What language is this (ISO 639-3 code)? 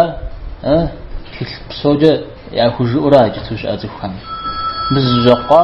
kbd